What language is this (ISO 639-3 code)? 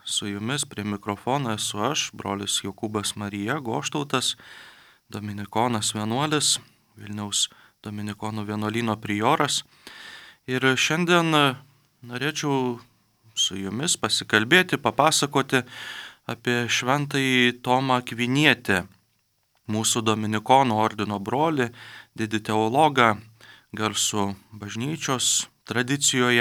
lit